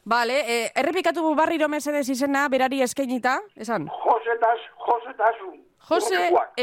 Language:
Basque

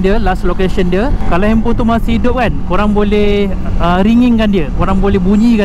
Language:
Malay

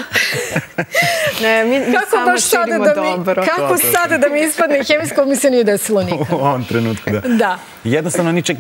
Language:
Serbian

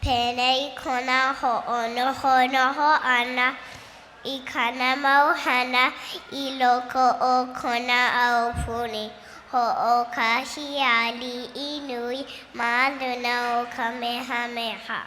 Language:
Hawaiian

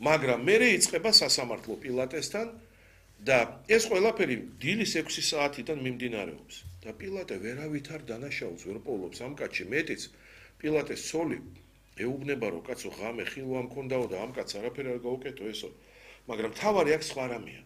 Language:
Georgian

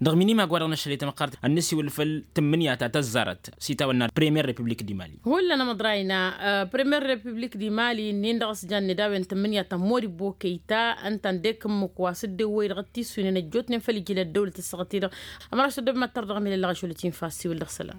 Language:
Tamasheq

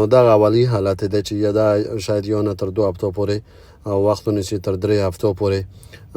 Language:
Pashto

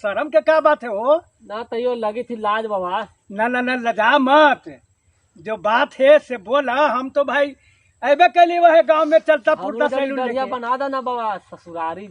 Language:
Magahi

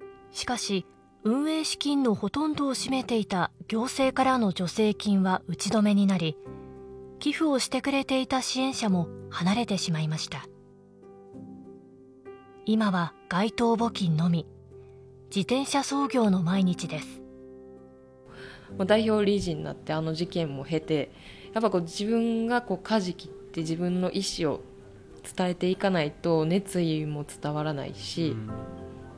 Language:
Japanese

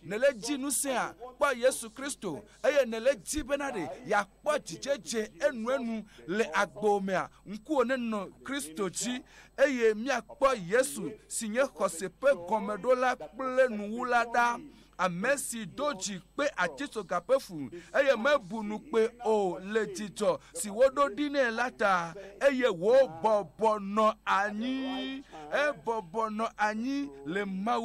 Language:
Ewe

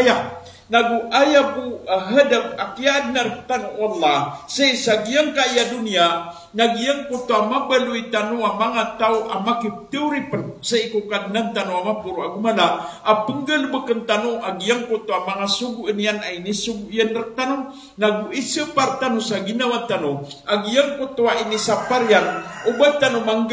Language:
Maranao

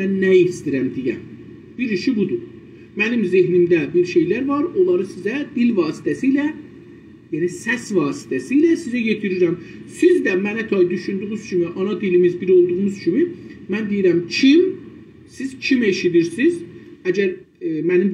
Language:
South Azerbaijani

